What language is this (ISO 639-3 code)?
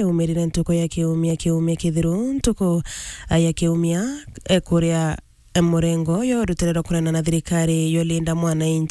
mer